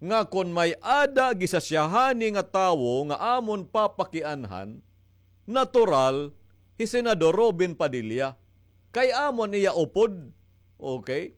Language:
Waray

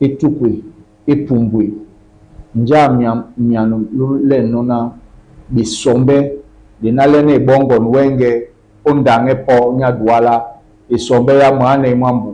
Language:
Duala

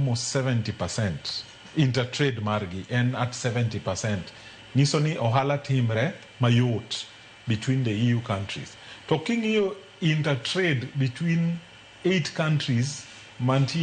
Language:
Luo (Kenya and Tanzania)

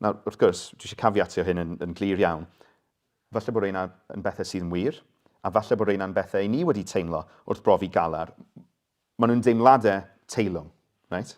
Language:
Welsh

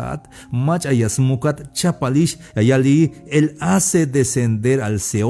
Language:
Tzeltal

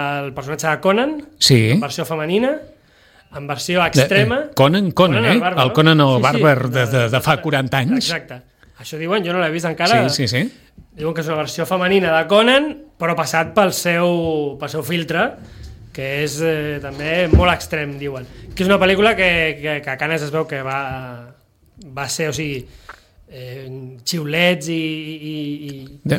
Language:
Catalan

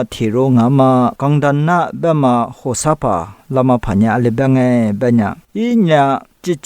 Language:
Lisu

